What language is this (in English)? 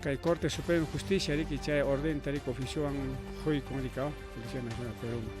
Ayacucho Quechua